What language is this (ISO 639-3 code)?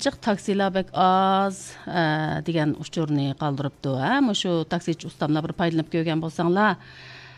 uig